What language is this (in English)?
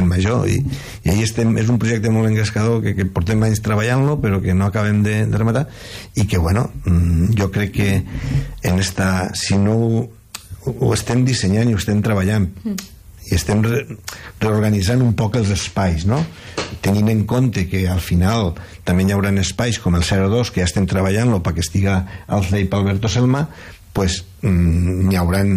Catalan